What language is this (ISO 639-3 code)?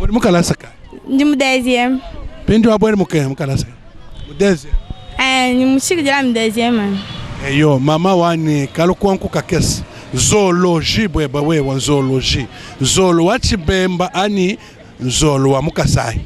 lua